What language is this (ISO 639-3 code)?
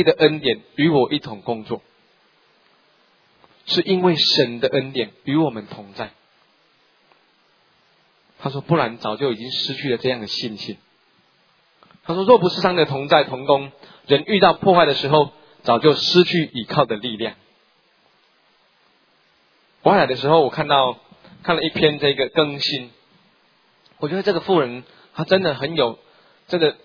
zho